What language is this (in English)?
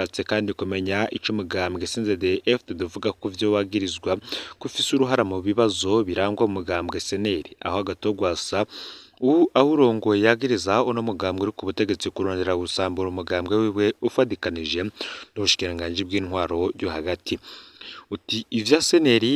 Rundi